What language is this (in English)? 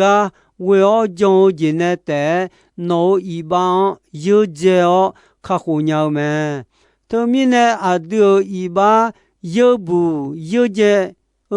Akha